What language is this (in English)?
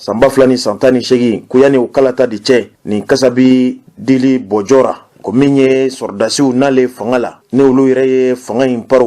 Bambara